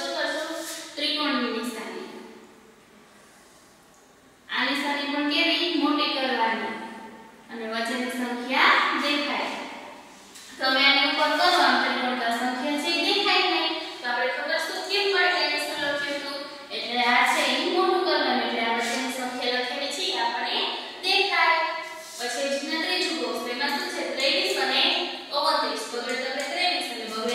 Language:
Gujarati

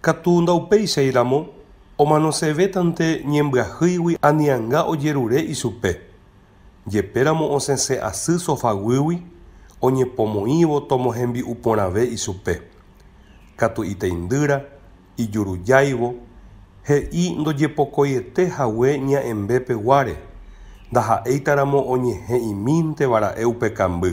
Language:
Guarani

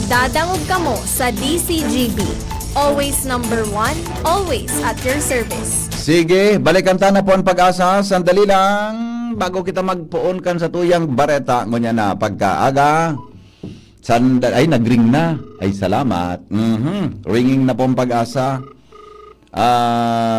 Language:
Bikol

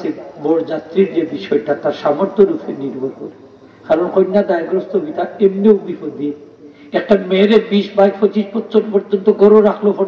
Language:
Sylheti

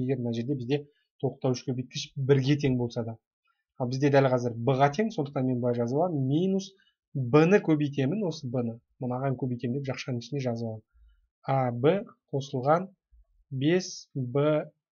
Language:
Kazakh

